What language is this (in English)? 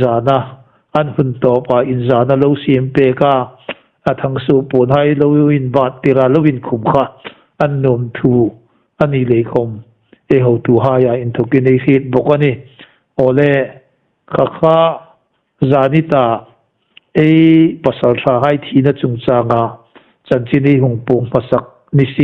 Hmar